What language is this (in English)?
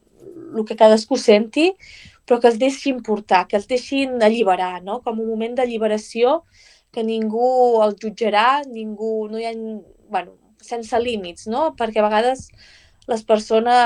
Catalan